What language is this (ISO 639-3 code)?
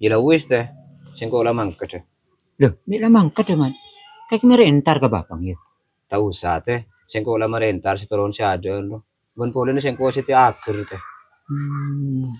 mad